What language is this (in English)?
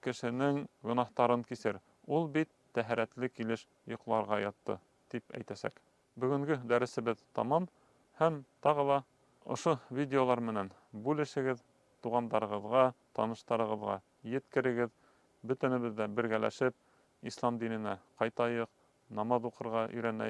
Bashkir